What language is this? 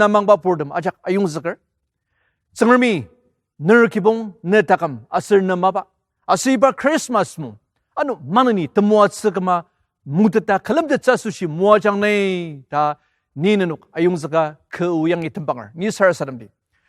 Ao Naga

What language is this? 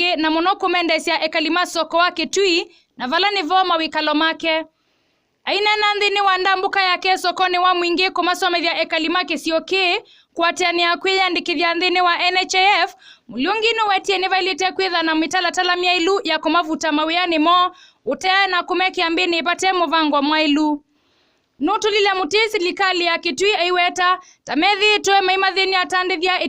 Kamba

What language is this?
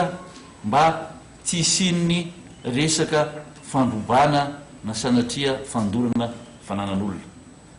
Malagasy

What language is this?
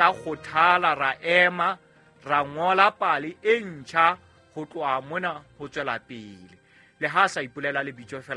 Southern Sotho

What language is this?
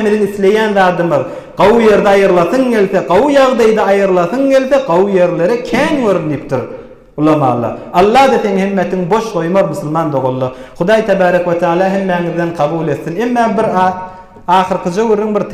Turkmen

